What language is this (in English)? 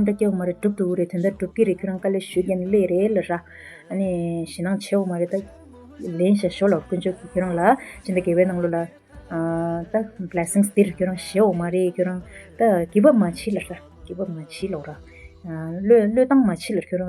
Tibetan